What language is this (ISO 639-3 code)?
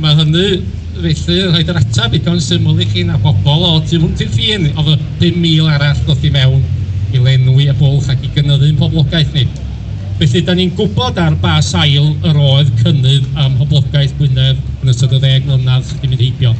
cym